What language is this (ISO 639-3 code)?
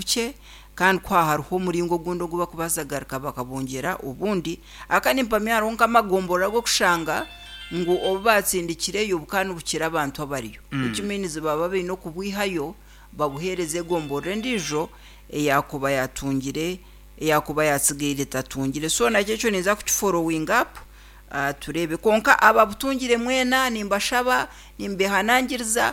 nyn